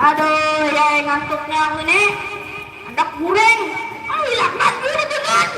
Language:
Banjar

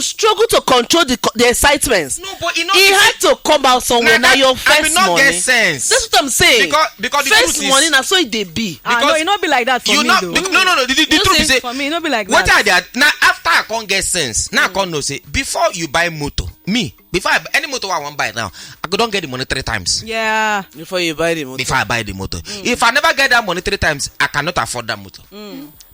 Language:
Nigerian Pidgin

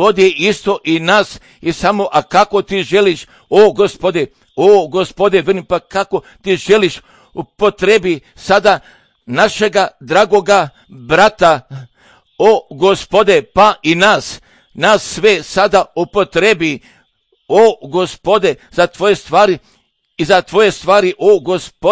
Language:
Croatian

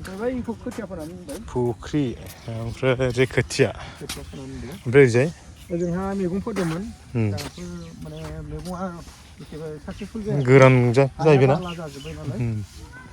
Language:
Bodo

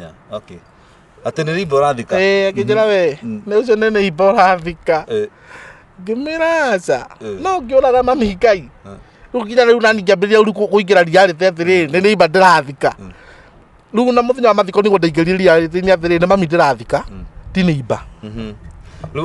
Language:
Kikuyu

